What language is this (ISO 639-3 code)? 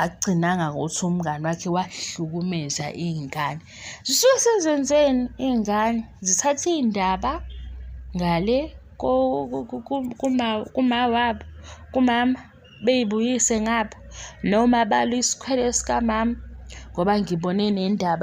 zul